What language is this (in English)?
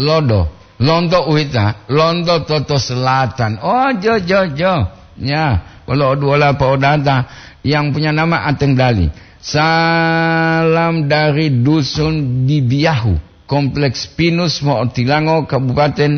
Gorontalo